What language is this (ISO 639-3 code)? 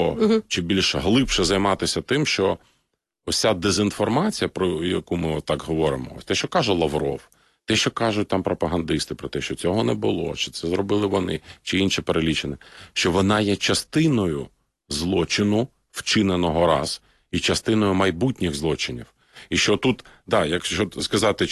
ukr